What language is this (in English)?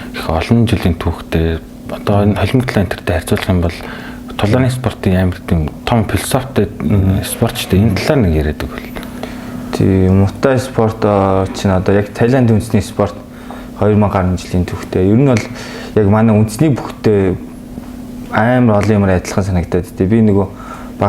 Mongolian